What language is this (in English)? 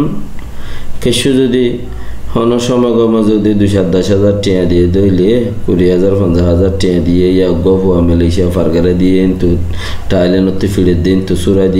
Rohingya